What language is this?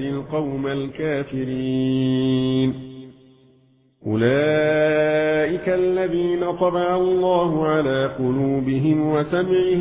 Arabic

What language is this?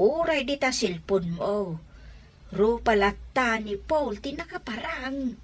Iloko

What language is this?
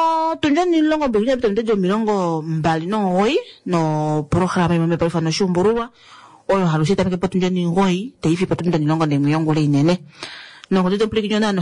Kuanyama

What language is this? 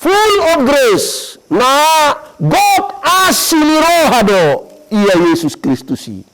Batak Toba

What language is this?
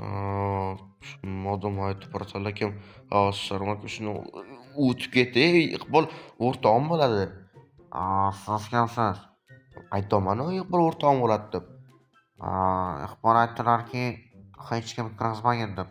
Uzbek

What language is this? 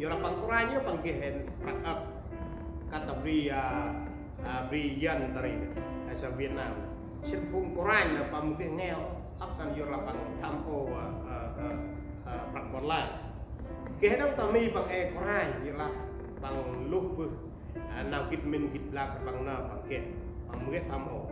Central Mnong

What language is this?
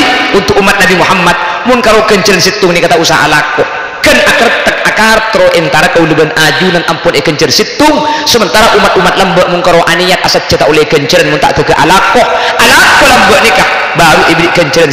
Madurese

